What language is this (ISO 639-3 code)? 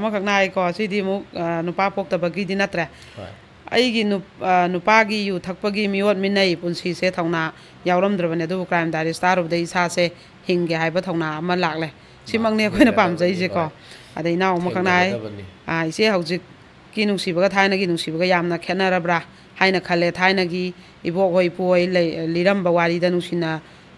mni